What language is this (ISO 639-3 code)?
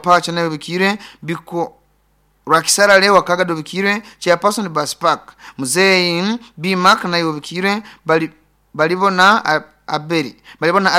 nyo